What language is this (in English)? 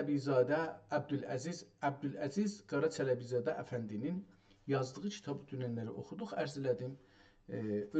South Azerbaijani